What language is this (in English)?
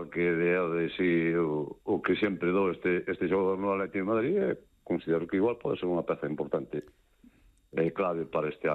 Galician